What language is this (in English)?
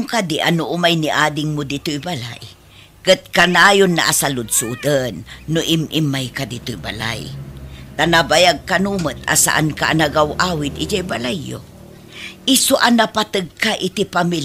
Iloko